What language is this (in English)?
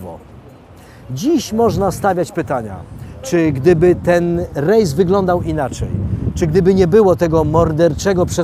Polish